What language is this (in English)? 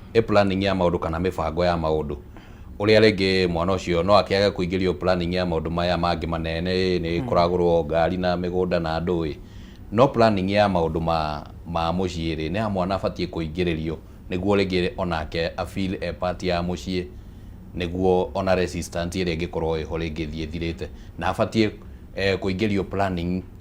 Kikuyu